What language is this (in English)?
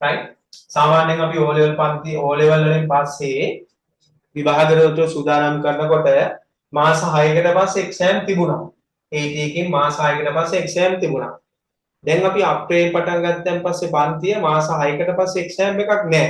Sinhala